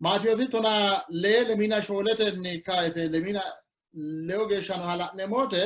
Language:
Sidamo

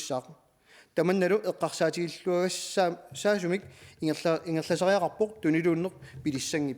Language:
Kalaallisut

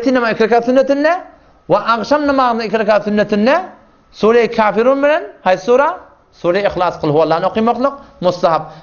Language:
Turkmen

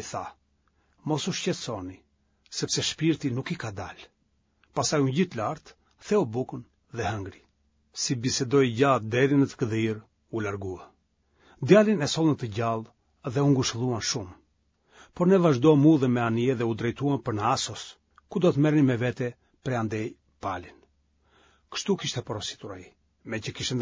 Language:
Albanian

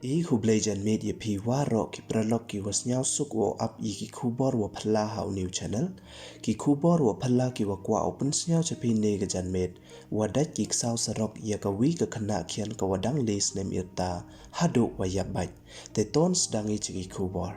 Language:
Pnar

